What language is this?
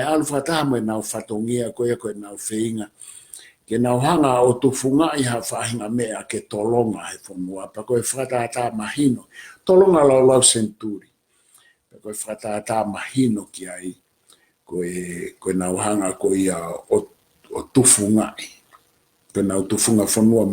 Tongan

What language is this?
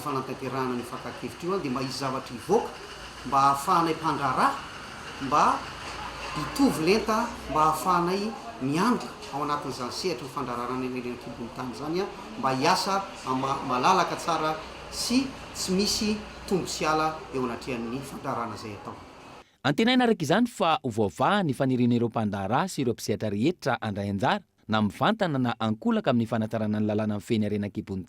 Malagasy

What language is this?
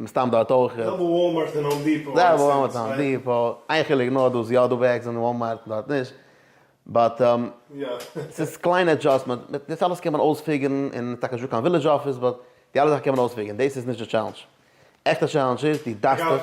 Yiddish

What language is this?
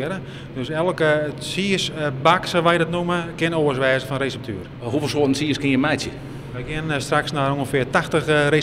Western Frisian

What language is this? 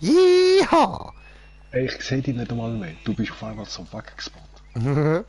Swiss German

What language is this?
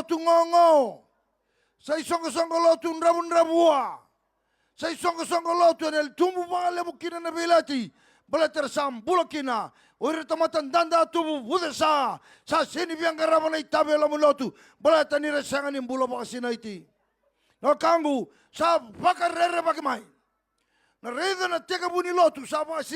Fijian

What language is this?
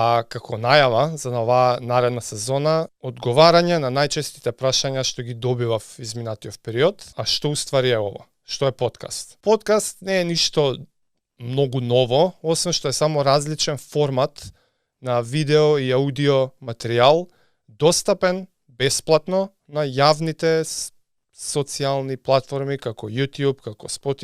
Macedonian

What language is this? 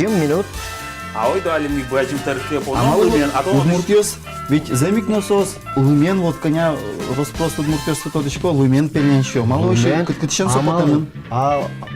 Udmurt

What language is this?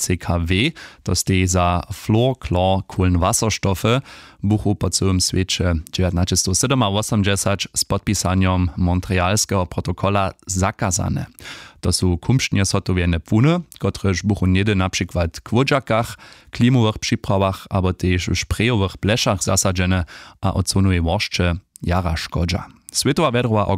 Upper Sorbian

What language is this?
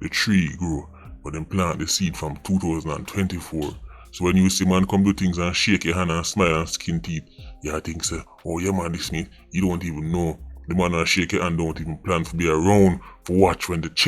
Jamaican Creole English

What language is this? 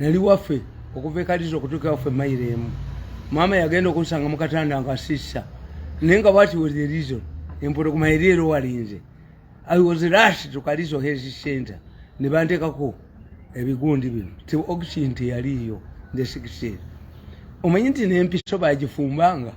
Ganda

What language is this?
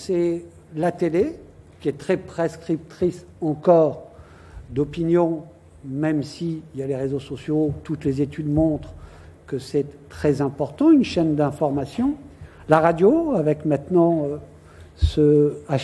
French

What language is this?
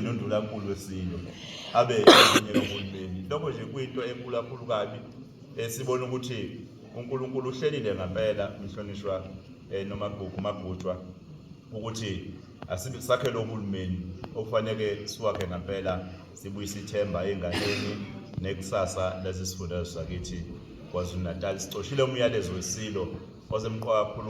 Zulu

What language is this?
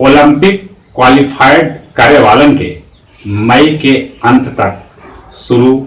Magahi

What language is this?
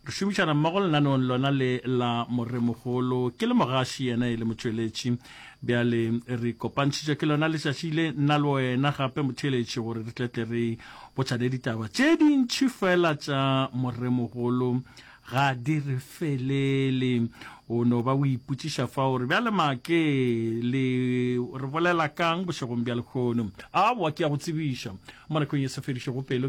Northern Sotho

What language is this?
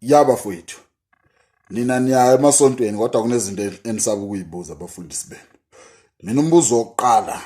Zulu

